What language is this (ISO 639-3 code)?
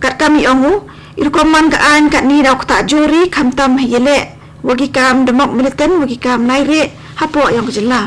kha